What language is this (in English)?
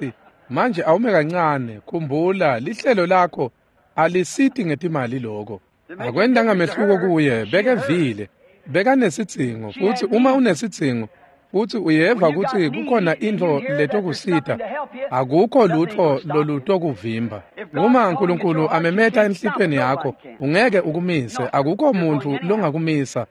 Swati